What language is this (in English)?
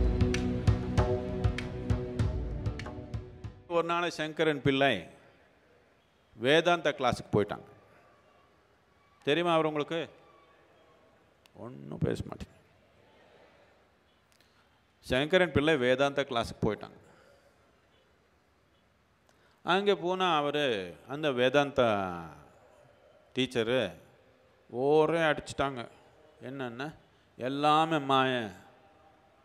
Tamil